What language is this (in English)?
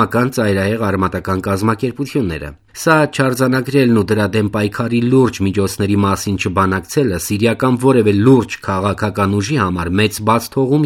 Armenian